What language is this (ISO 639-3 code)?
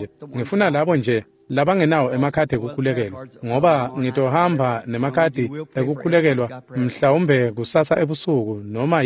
ssw